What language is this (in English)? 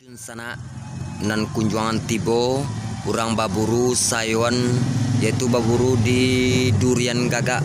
Minangkabau